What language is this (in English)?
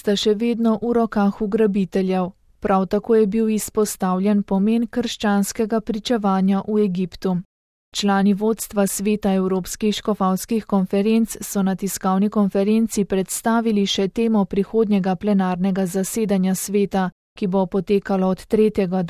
Slovenian